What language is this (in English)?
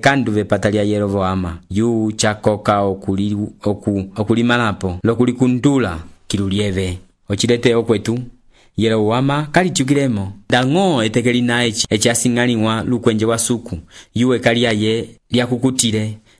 Umbundu